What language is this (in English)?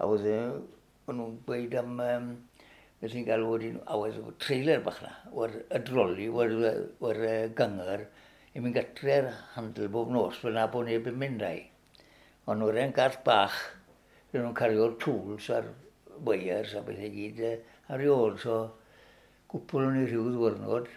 Welsh